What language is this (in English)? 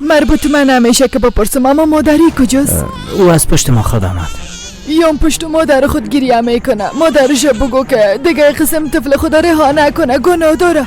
Persian